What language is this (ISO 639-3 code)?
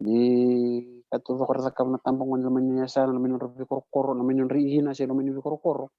fij